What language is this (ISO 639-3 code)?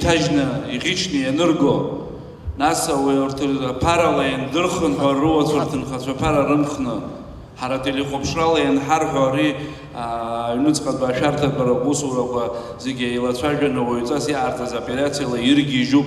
abk